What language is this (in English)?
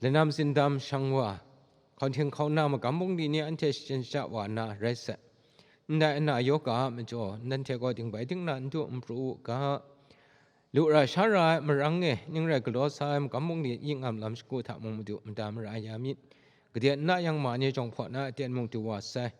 Kachin